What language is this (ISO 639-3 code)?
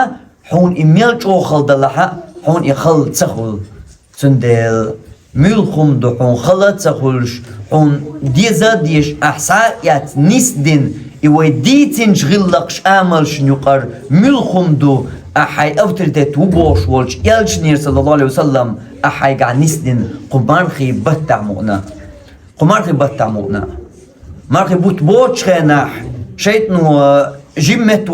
che